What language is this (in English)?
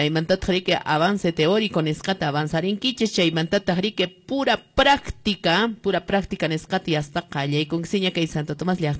Quechua